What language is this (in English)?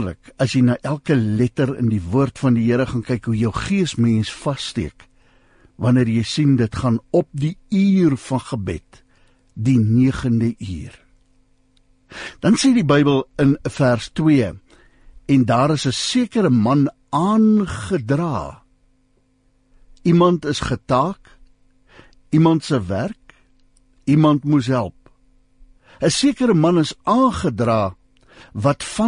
Afrikaans